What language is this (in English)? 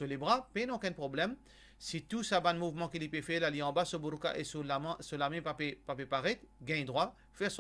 Morisyen